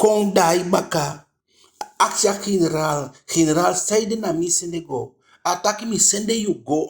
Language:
Eastern Maroon Creole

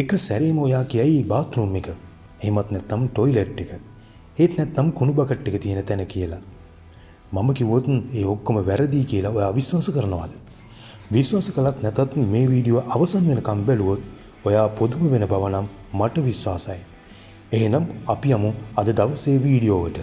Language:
Sinhala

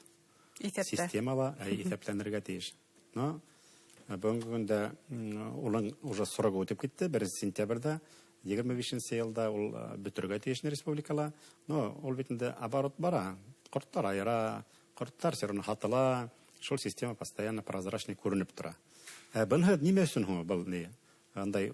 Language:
Bashkir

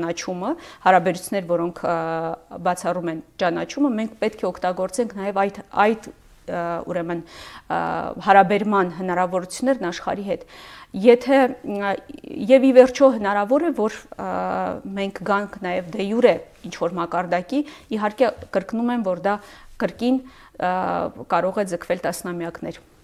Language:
Armenian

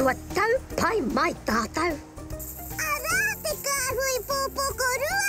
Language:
Māori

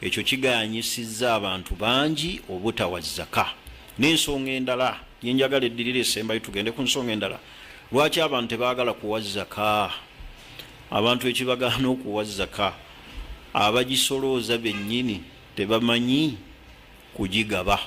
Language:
Ganda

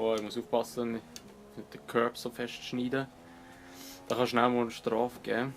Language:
Swiss German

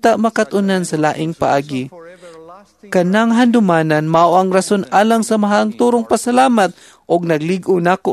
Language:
Cebuano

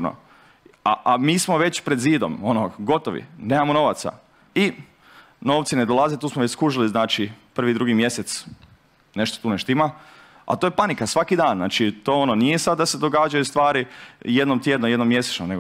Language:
Croatian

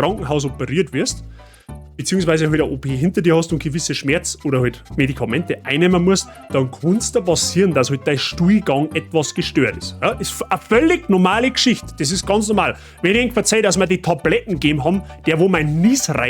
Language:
Bavarian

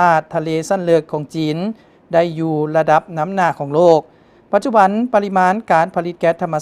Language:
Lao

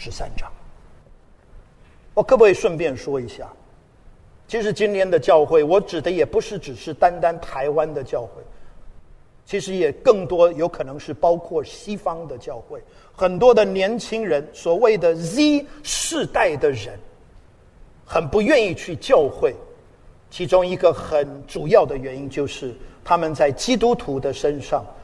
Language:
Chinese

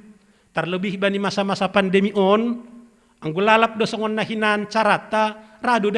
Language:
Batak Simalungun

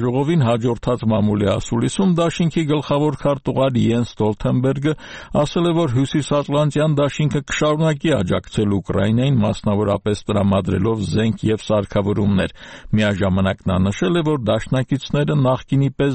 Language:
Armenian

